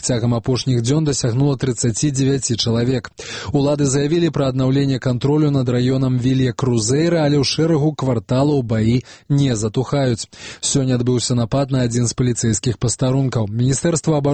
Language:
Belarusian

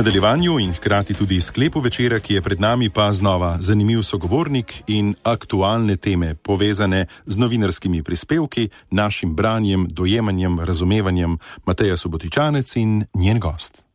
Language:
Slovenian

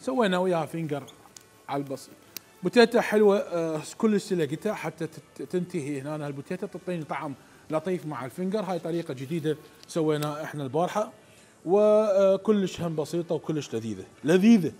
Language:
Mesopotamian Arabic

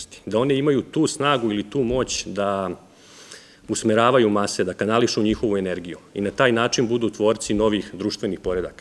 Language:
Serbian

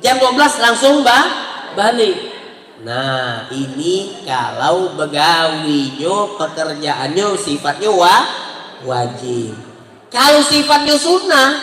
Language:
Musi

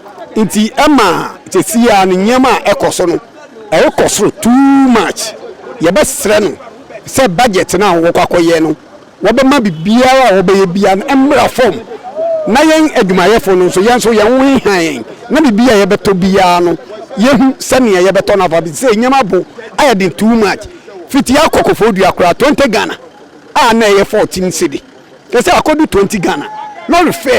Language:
Akan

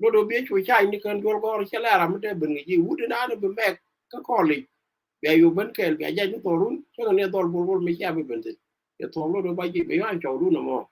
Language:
Nuer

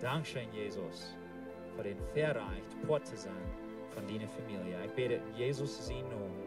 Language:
Plautdietsch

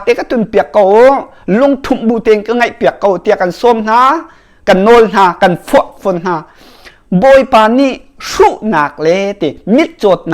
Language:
Hakha Chin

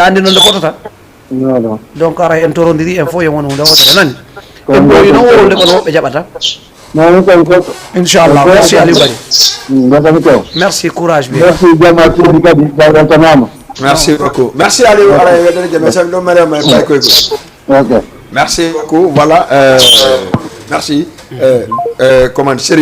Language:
Fula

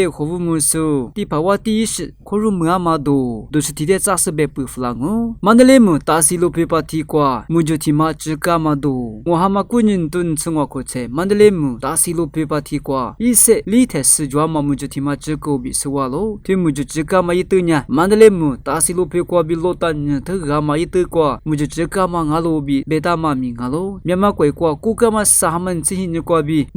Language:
Lisu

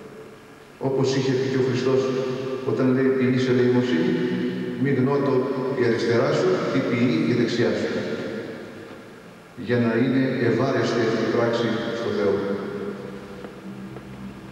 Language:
Greek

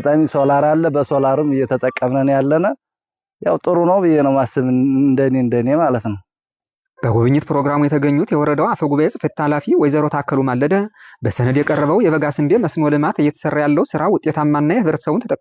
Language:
Amharic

